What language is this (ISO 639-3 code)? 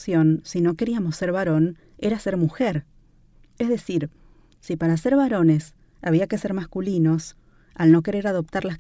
spa